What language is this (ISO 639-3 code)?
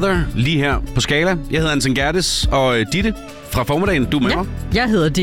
dan